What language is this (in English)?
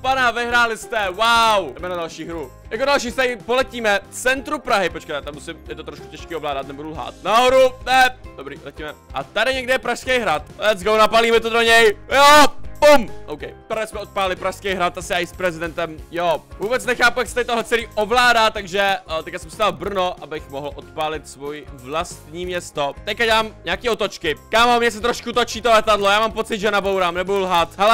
Czech